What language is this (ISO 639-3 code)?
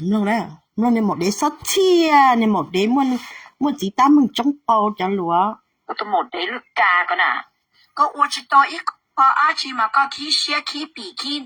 hmn